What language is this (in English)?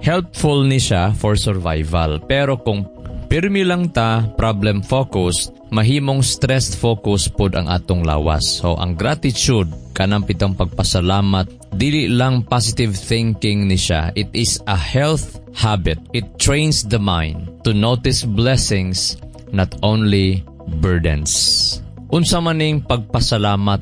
Cebuano